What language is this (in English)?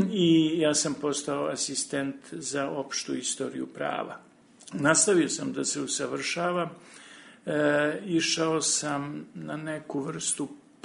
Serbian